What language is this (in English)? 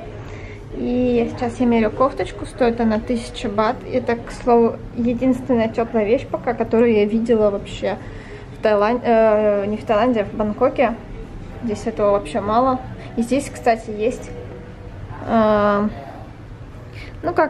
Russian